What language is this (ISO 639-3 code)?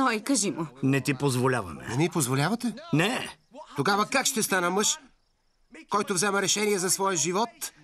bul